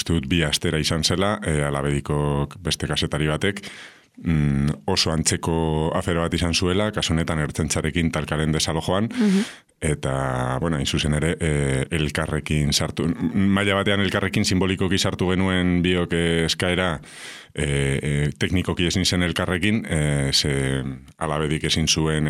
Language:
Basque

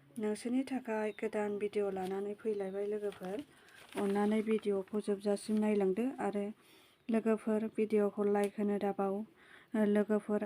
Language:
Bodo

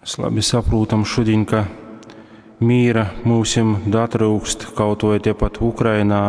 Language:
Latgalian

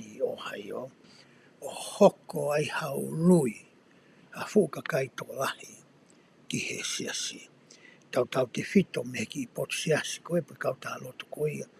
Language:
Tongan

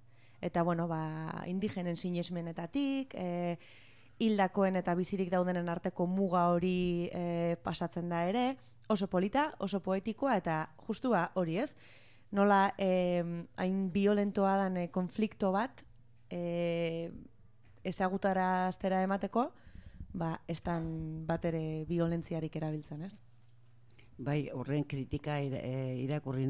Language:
Basque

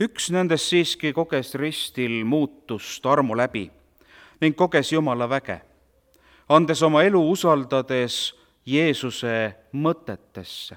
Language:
Estonian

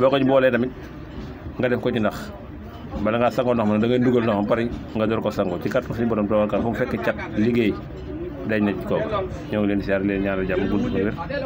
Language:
Wolof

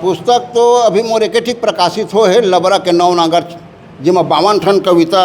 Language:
Chhattisgarhi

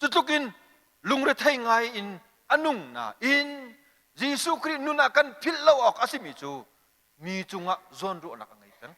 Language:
Hakha Chin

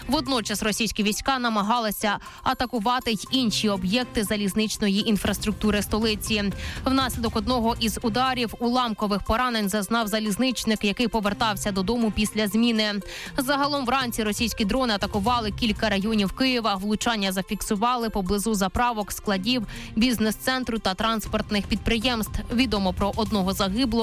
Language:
Ukrainian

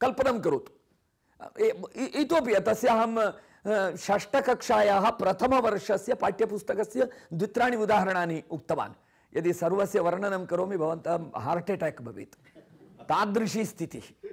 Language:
Sanskrit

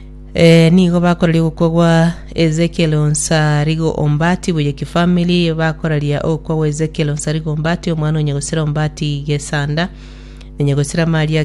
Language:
Gusii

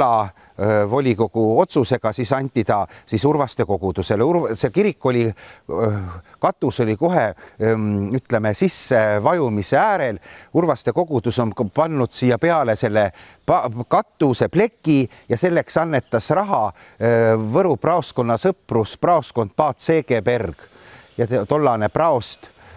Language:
Estonian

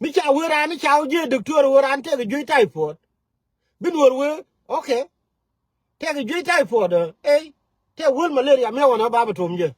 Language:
Nuer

